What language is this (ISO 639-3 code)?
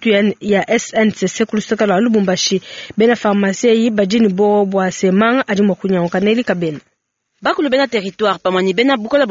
lua